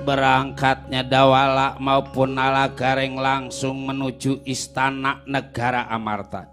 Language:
Betawi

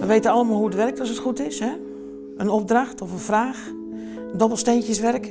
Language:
Western Frisian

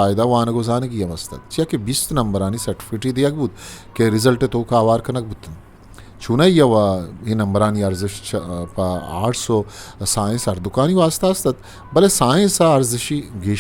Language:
Eastern Balochi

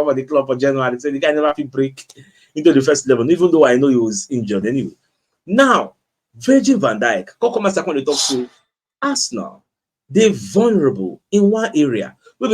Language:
Nigerian Pidgin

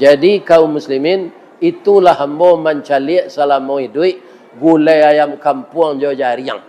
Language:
Minangkabau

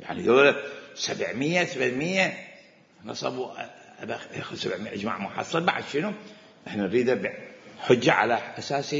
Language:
Mesopotamian Arabic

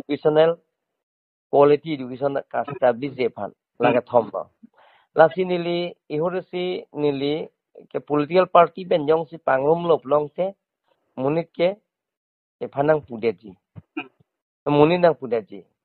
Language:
Karbi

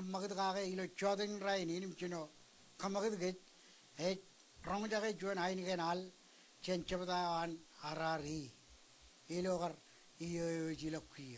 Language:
Marshallese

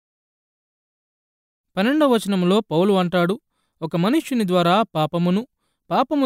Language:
Telugu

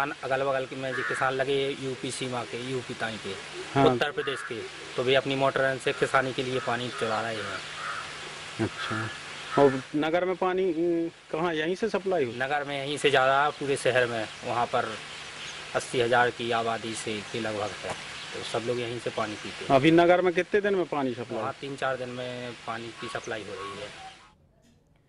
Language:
Hindi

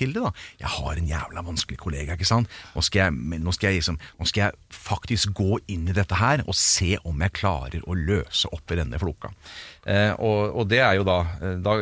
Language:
Norwegian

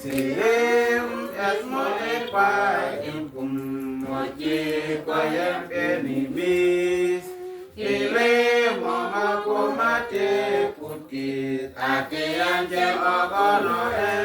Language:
Uduk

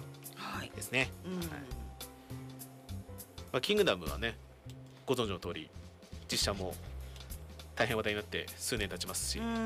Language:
Japanese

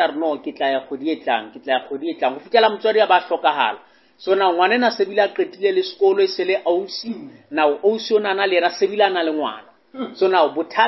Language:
Southern Sotho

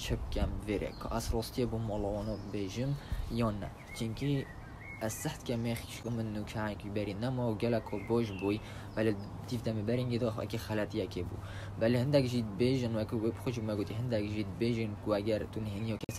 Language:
Kurdish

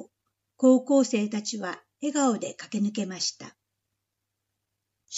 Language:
Japanese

